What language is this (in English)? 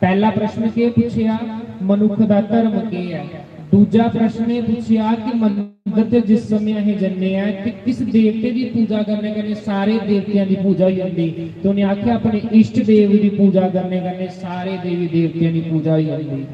Dogri